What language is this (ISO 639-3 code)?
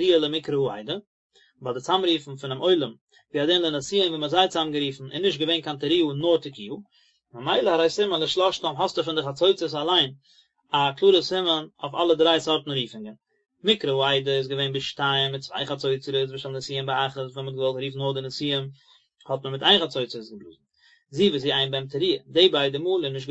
yid